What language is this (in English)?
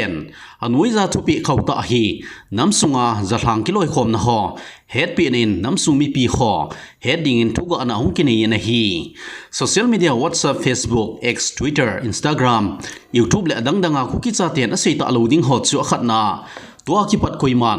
Thado Chin